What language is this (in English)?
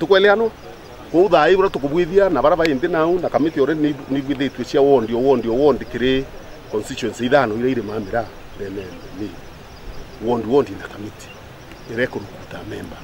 Meru